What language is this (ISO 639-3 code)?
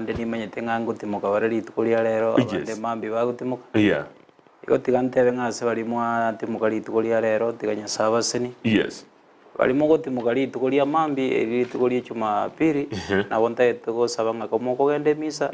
guz